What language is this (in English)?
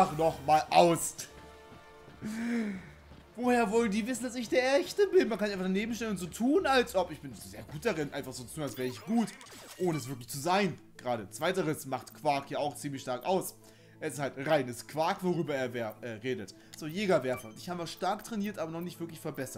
German